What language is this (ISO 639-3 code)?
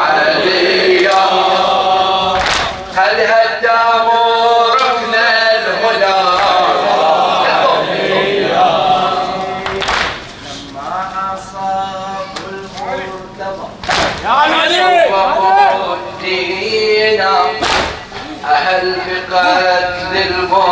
ara